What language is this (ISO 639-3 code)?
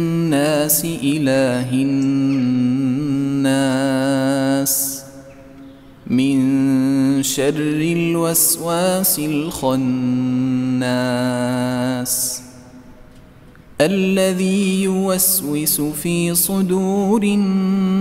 ara